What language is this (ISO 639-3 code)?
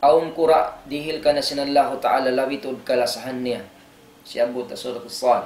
tsg